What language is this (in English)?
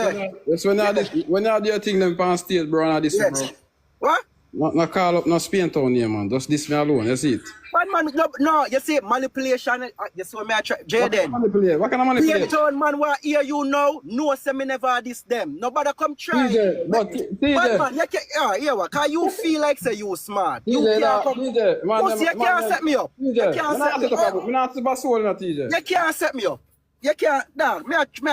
Jamaican Creole English